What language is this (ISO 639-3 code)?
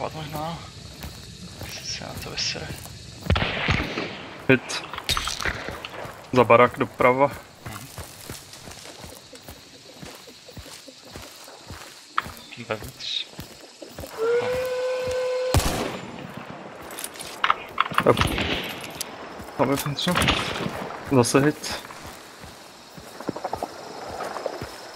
ces